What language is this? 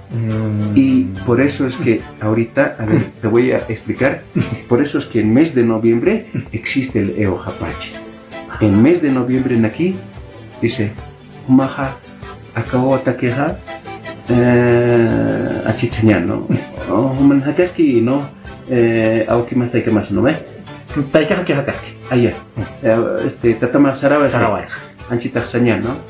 Aymara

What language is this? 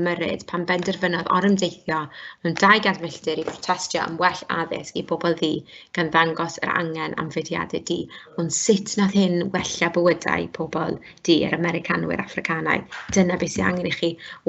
Welsh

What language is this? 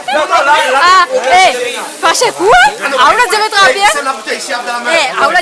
Réunion Creole French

